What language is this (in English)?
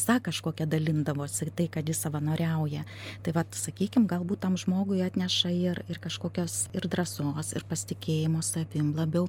Lithuanian